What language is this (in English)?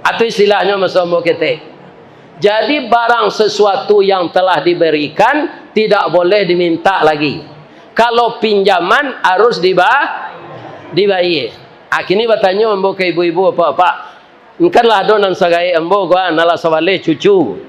Minangkabau